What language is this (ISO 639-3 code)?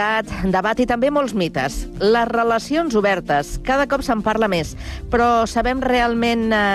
cat